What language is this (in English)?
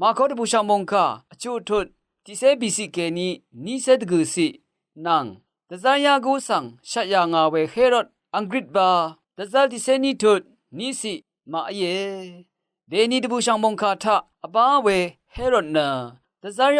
Rawang